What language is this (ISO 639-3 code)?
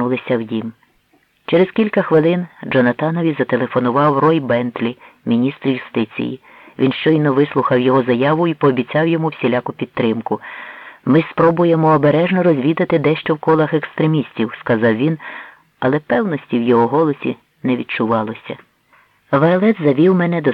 ukr